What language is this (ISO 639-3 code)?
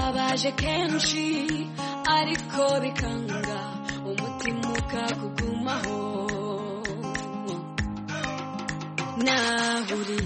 kin